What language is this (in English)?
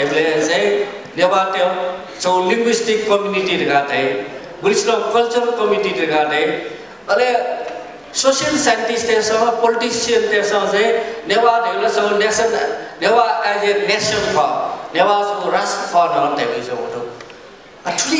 Newari